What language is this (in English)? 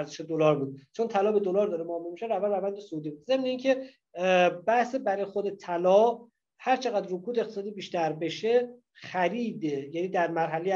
Persian